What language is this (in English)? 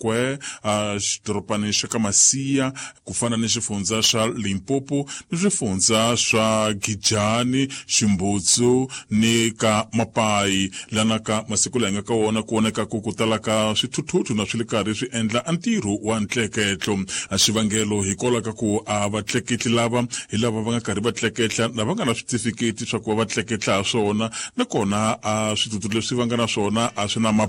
Tsonga